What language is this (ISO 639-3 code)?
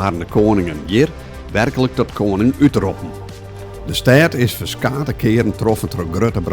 fry